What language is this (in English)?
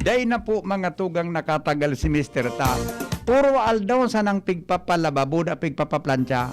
Bikol